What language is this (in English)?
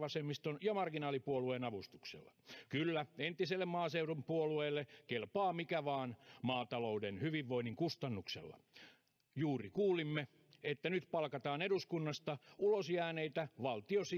Finnish